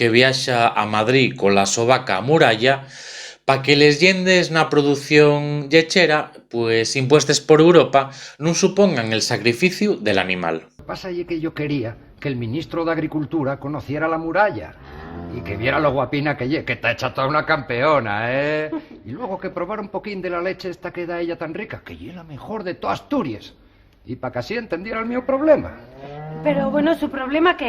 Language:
Asturian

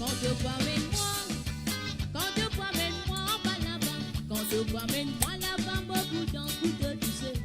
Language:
Morisyen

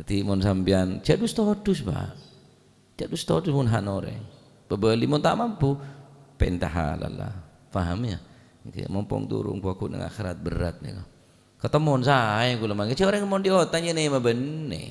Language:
Madurese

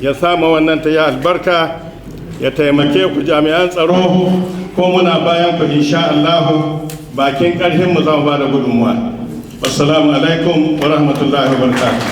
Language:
Hausa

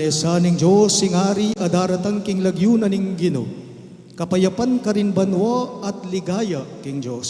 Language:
Pampanga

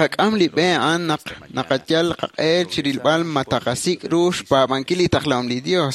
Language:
Kekchí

